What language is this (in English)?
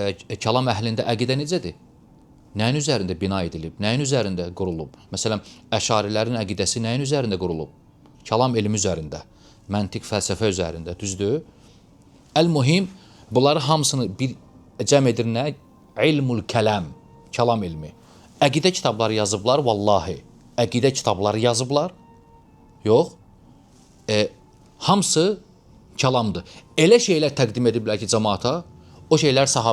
Azerbaijani